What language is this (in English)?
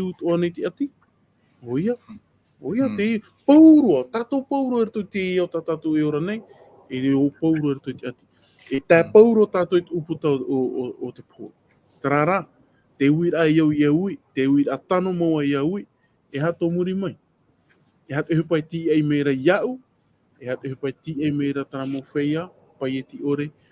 Tahitian